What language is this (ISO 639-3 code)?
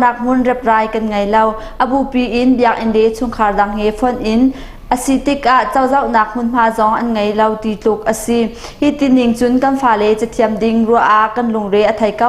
cnh